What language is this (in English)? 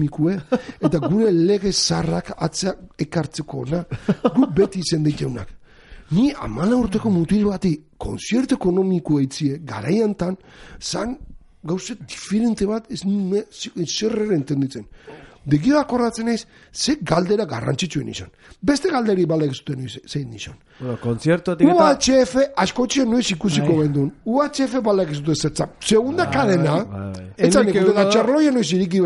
Basque